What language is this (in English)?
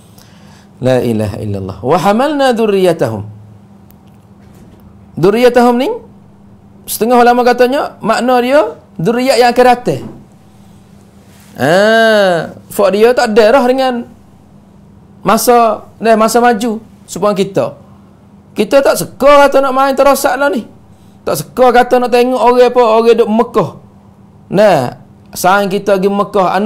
Malay